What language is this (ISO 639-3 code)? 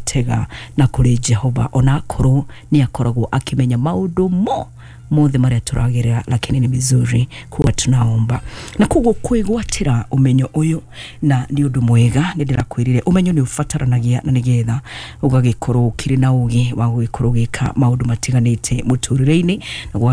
kik